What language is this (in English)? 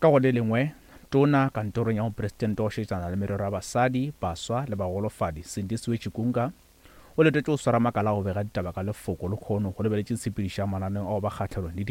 Northern Sotho